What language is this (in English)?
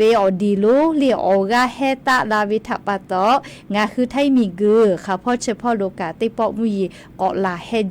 Lahu